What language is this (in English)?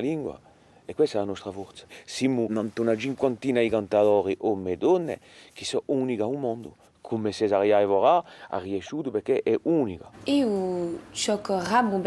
Corsican